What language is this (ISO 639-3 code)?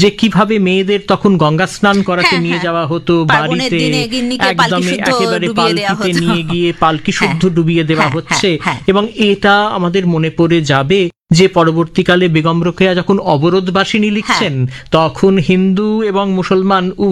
ben